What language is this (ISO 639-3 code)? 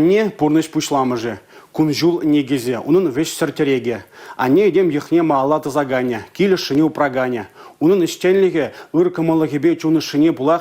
chv